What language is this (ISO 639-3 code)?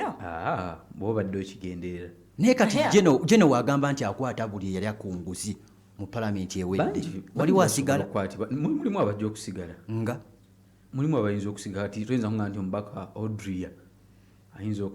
lug